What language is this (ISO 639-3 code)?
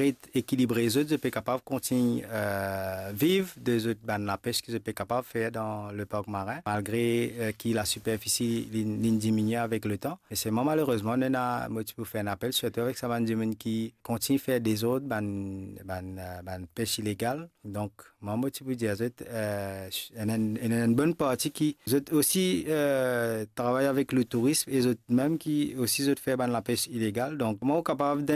mfe